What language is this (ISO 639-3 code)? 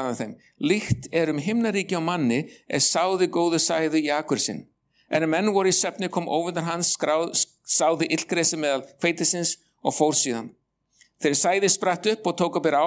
isl